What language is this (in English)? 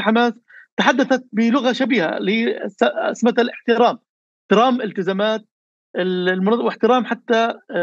North Levantine Arabic